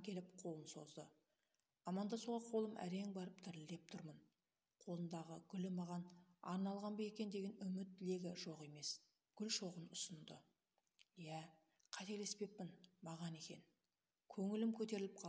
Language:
Kazakh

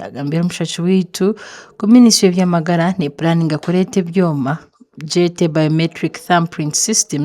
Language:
Nyankole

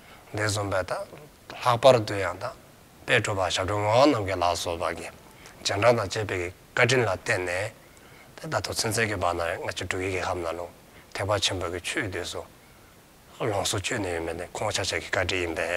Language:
Dzongkha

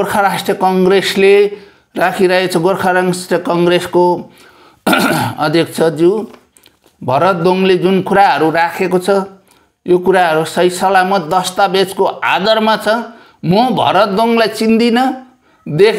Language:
Nepali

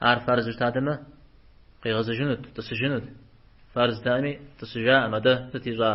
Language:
Kabardian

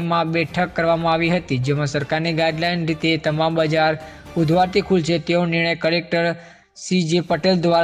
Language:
Gujarati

